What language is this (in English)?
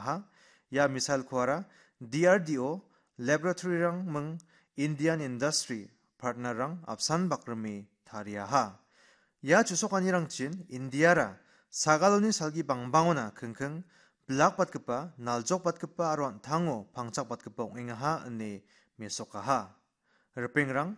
Garo